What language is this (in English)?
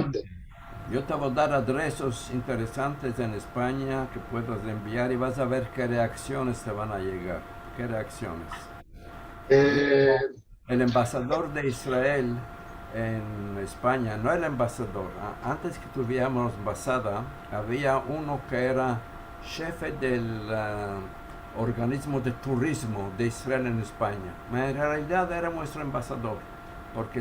Ladino